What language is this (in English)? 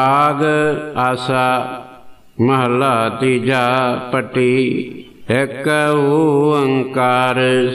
Punjabi